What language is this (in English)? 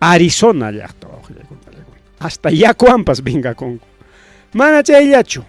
Ayacucho Quechua